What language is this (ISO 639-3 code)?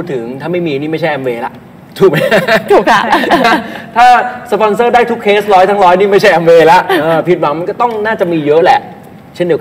tha